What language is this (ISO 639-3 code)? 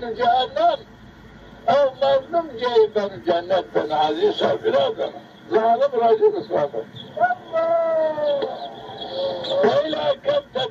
zza